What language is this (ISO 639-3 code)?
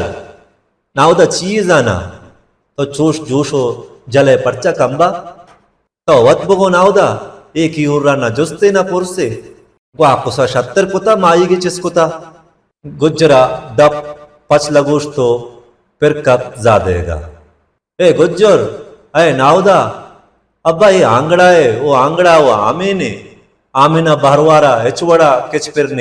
bal